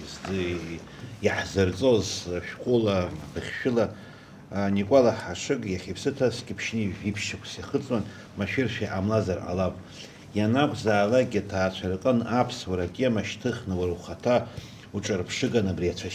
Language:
Abkhazian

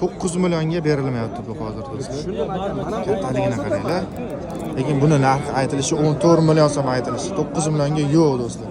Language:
Uzbek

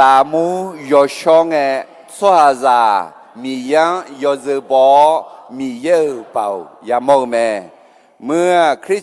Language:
Akha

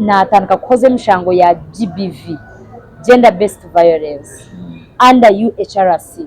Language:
Nyankole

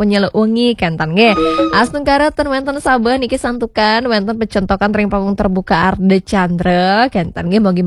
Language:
Balinese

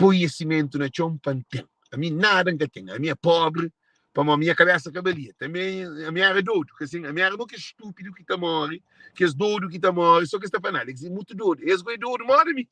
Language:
Kabuverdianu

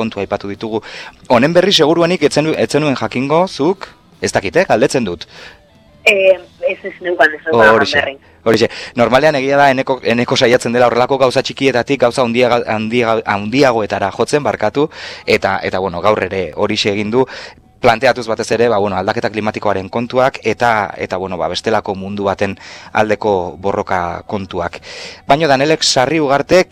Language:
Basque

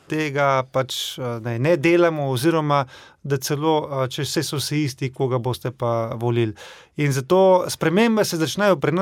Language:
Slovenian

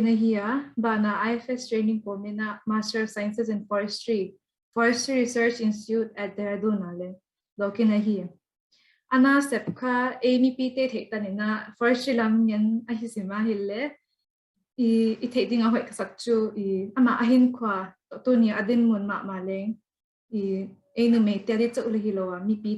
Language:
Paite Chin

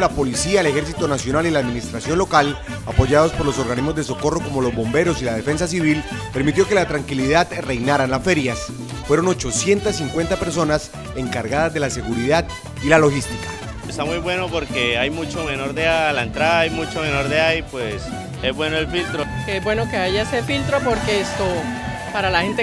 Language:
Spanish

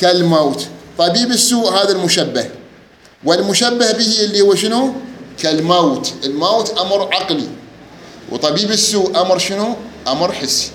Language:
Mesopotamian Arabic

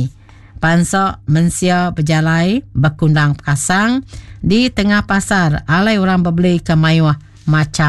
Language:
Iban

